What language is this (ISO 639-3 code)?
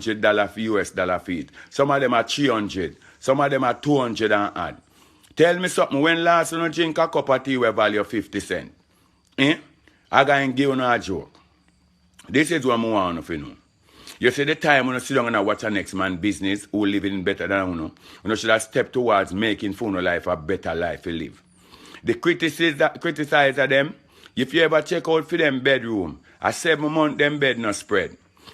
jam